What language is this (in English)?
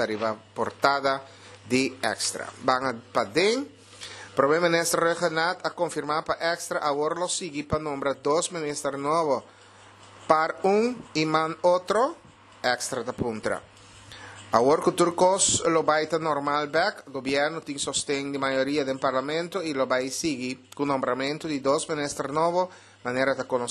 Papiamento